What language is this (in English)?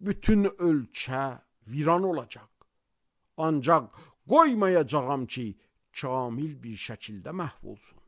Azerbaijani